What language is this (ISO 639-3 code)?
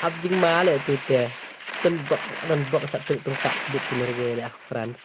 kha